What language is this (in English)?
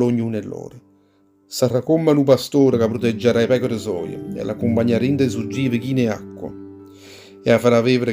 Neapolitan